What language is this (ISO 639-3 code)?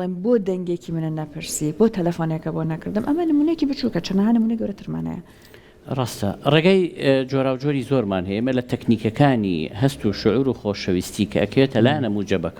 ckb